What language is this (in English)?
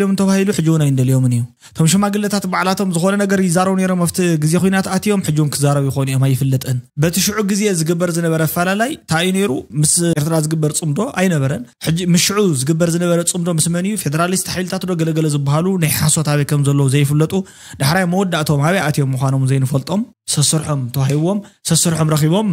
Tigrinya